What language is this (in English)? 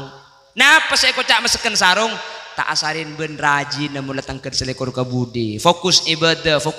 Madurese